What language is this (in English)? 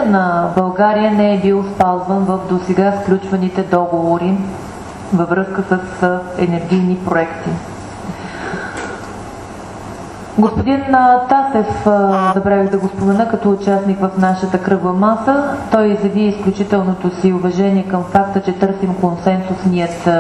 Bulgarian